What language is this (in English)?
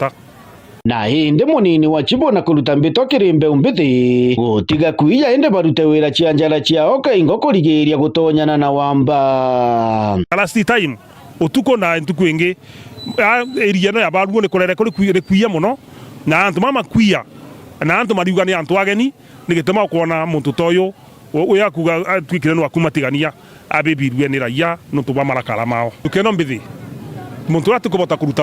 Meru